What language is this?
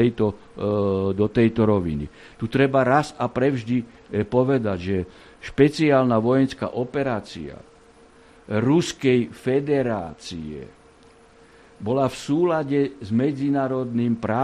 Slovak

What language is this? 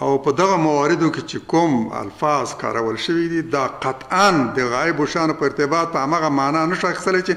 Pashto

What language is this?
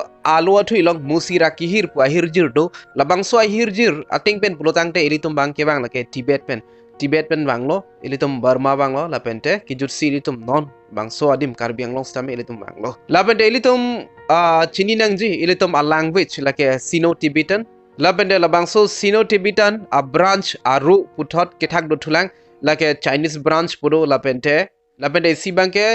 Karbi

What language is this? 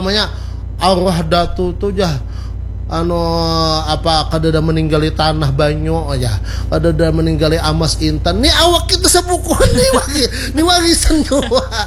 Banjar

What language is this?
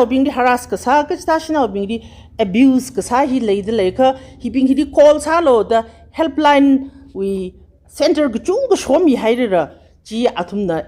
Tangkhul Naga (India)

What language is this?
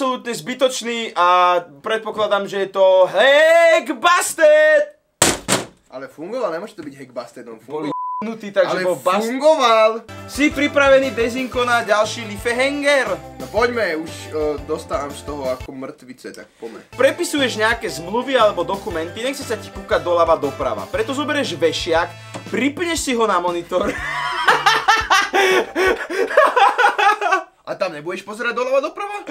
Slovak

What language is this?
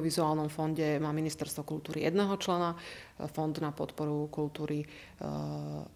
Slovak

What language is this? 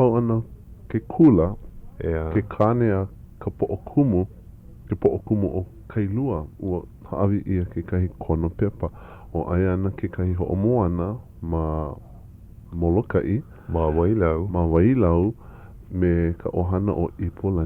Hawaiian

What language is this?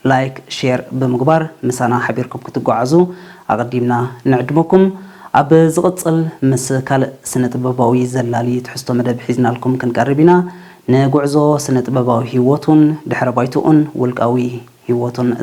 Tigrinya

